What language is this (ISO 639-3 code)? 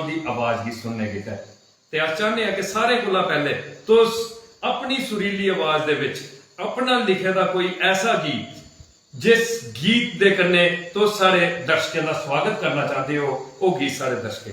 doi